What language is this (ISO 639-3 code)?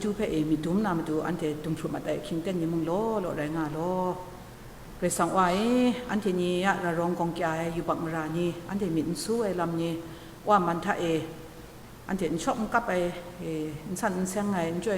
kac